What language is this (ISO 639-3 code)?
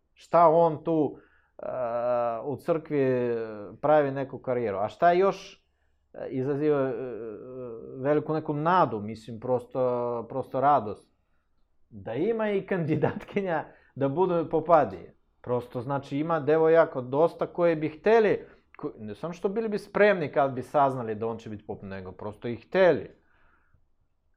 srp